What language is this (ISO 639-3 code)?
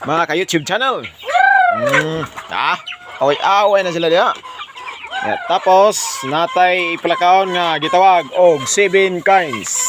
ceb